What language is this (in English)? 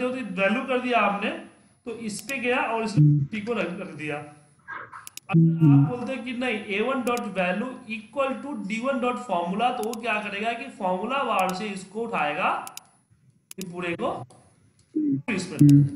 Hindi